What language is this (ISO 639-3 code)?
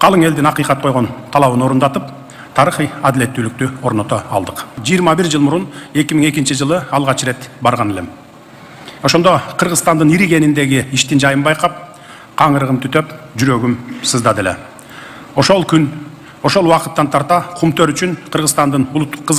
kir